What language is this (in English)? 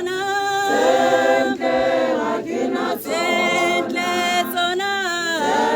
Tswana